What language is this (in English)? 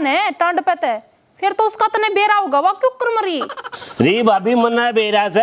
Haryanvi